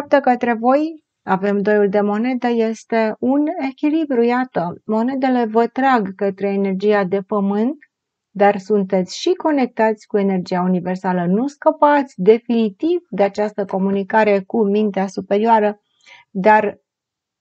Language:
Romanian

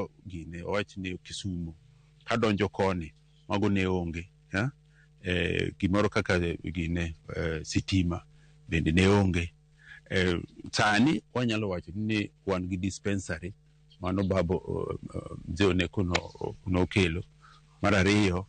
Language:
Luo (Kenya and Tanzania)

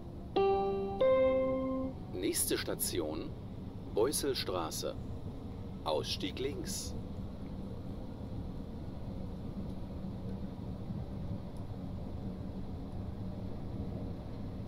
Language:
German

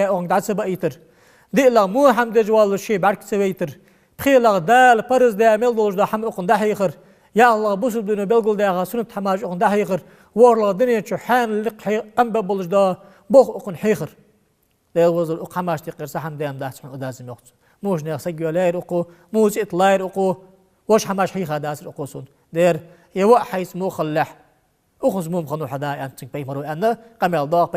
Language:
Ingush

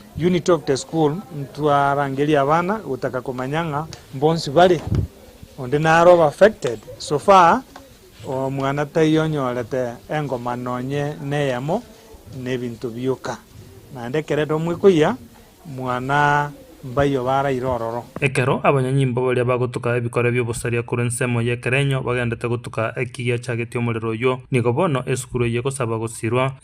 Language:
Gusii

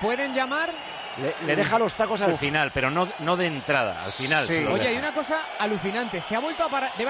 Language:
Spanish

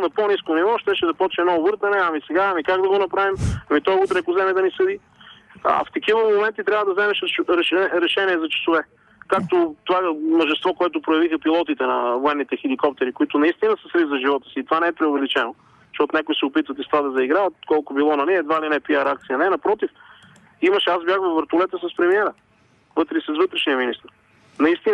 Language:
Bulgarian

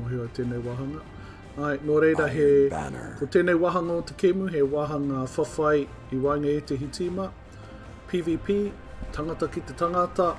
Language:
Māori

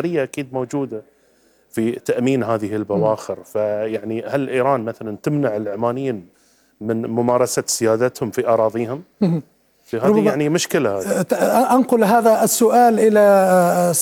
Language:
North Levantine Arabic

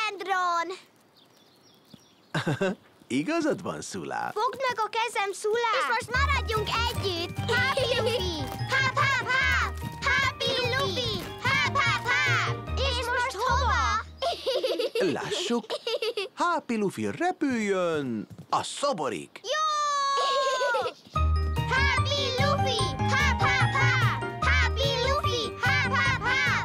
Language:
Hungarian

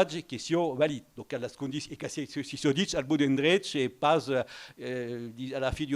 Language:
Occitan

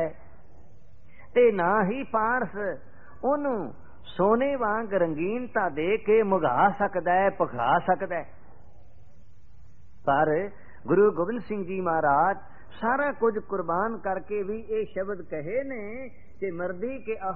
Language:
Punjabi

